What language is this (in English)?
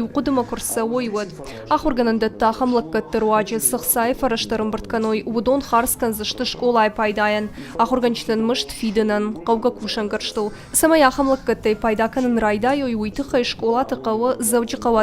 Ossetic